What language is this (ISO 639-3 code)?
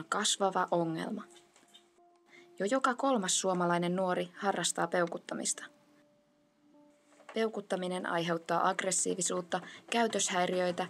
fin